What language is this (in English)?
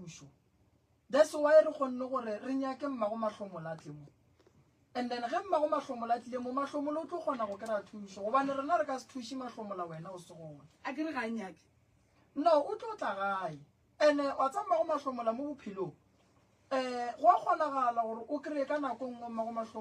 Northern Sotho